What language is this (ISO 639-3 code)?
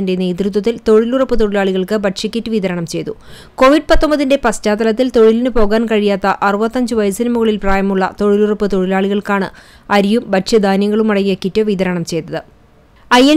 mal